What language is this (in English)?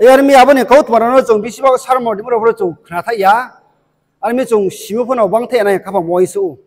Riang (India)